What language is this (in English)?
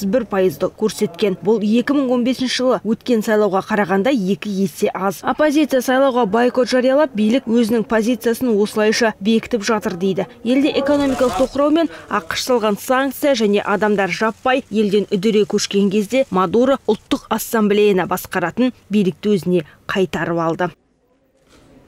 Kazakh